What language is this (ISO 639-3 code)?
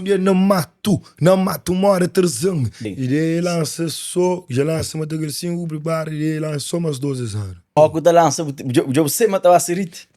kea